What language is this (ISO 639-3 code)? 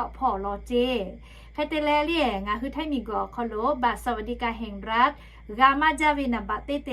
lhu